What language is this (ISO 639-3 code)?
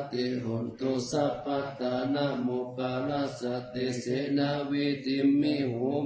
pli